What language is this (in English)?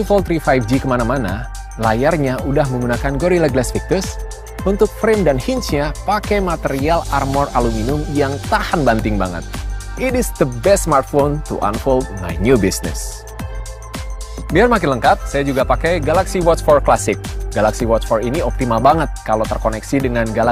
Indonesian